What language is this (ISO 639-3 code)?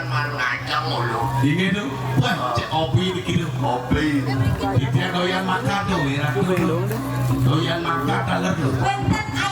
ban